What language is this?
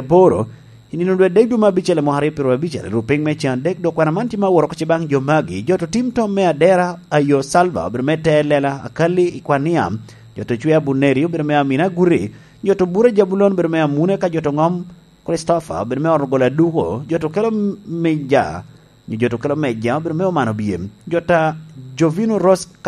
Lango (Uganda)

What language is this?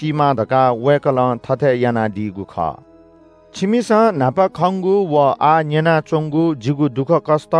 Newari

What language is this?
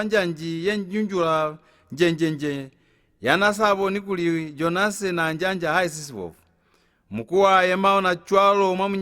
Lozi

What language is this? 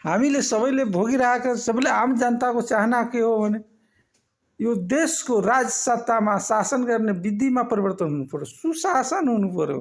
Nepali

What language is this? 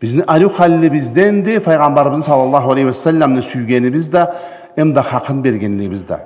Karachay-Balkar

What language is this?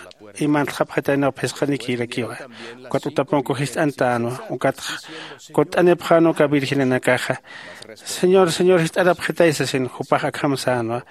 Aymara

